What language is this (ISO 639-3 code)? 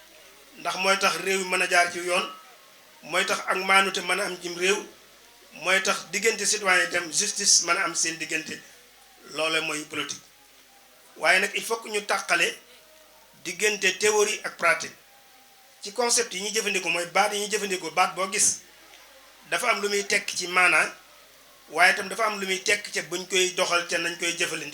wol